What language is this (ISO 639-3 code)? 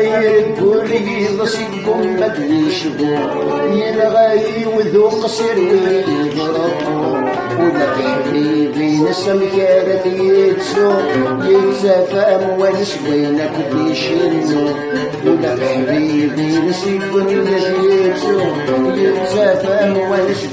kab